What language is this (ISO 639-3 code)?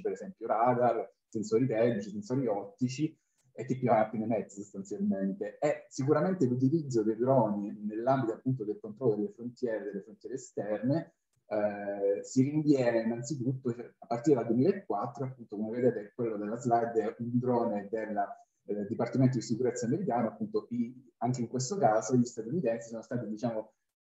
ita